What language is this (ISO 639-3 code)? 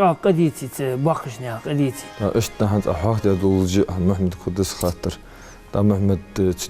inh